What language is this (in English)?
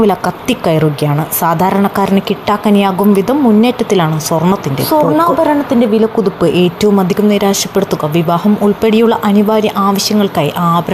Malayalam